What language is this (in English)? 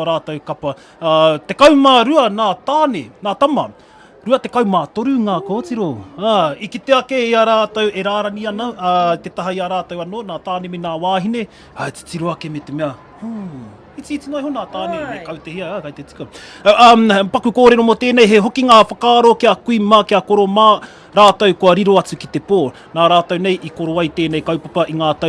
Māori